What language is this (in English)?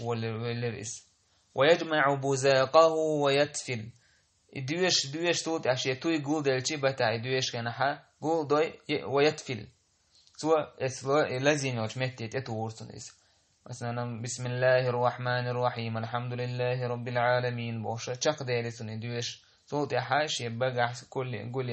Chechen